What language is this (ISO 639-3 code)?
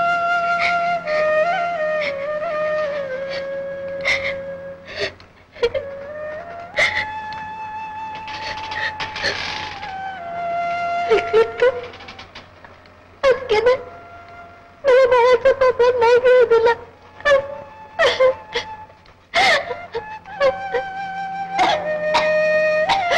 mar